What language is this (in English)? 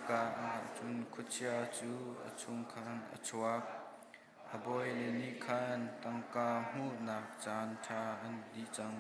Hakha Chin